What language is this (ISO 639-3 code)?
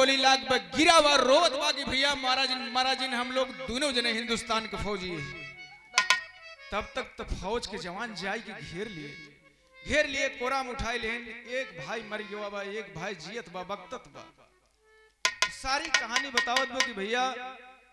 bho